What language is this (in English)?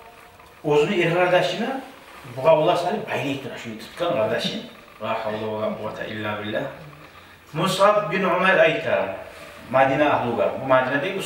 Kumyk